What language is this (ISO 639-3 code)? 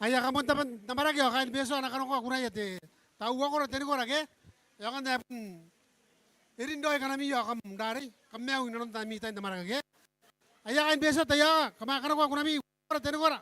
gil